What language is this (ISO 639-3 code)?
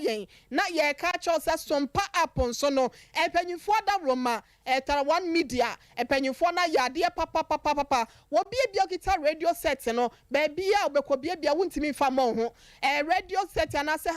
aka